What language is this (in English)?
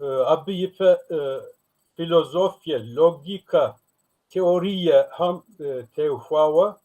Kabardian